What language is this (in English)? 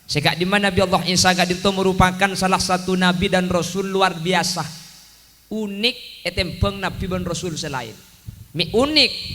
Madurese